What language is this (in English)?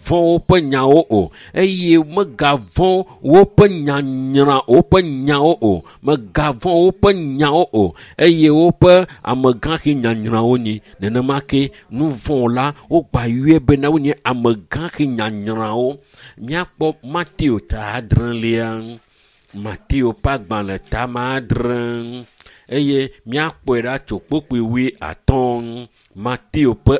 Ewe